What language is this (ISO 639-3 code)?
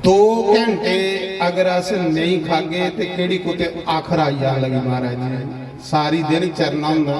doi